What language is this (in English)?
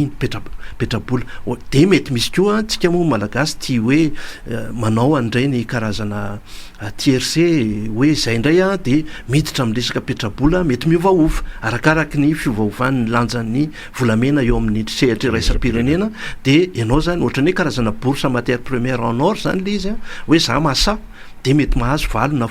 Malagasy